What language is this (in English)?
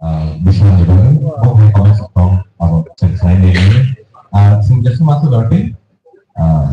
Kok Borok